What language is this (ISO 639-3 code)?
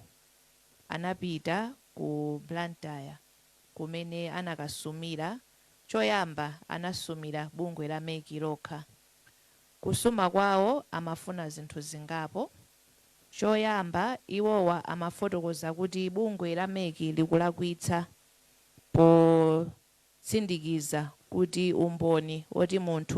nya